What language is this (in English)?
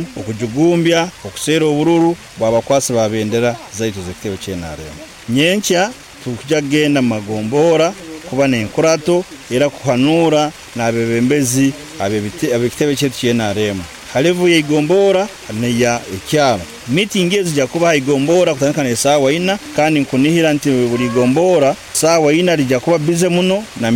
Nyoro